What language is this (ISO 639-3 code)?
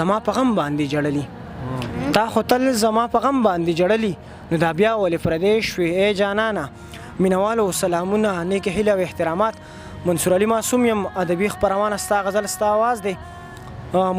pus